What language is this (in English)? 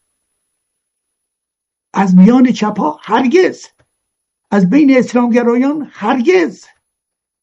Persian